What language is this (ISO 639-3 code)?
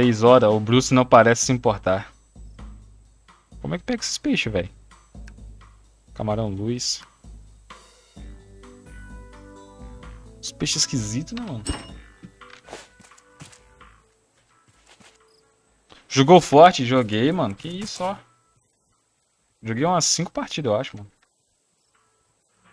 por